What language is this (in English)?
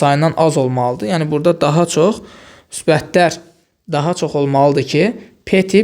Azerbaijani